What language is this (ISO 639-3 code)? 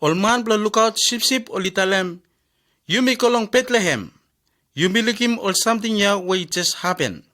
bis